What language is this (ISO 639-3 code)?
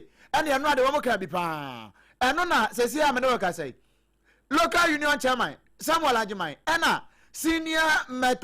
aka